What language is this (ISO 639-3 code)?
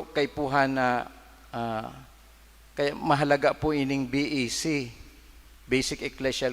bik